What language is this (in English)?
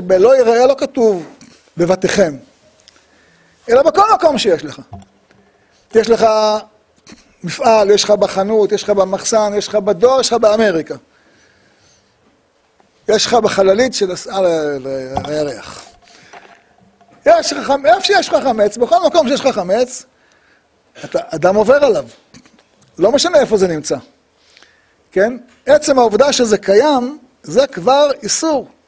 Hebrew